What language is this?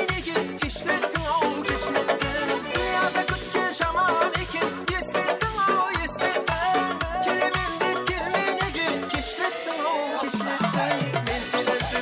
Kara-Kalpak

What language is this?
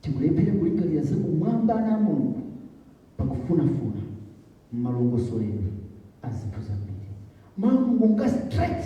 Nyanja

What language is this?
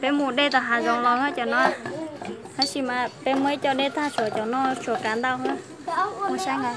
Hmong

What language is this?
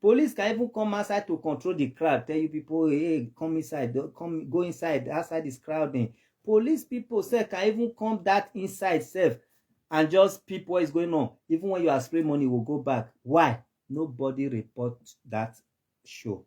Nigerian Pidgin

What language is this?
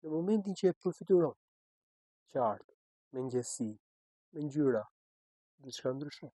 Albanian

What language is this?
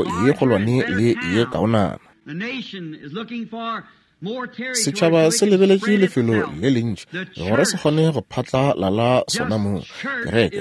Northern Sotho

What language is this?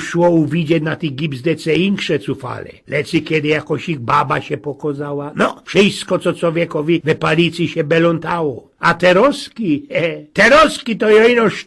Silesian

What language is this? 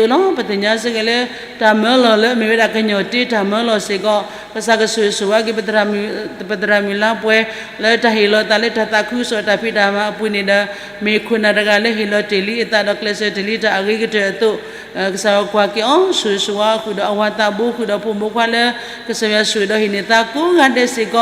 S'gaw Karen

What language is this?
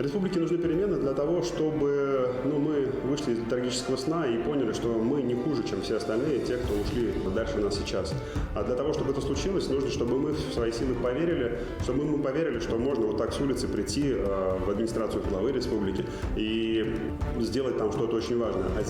Bashkir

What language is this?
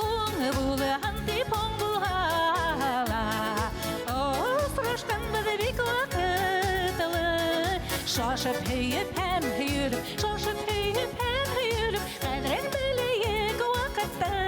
Bashkir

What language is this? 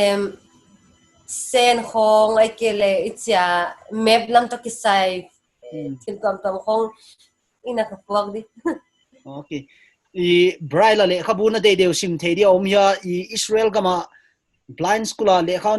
Paite Chin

